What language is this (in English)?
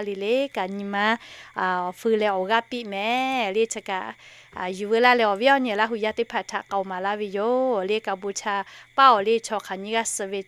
Lahu